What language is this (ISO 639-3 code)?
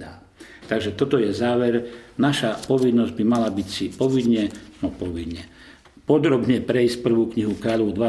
slk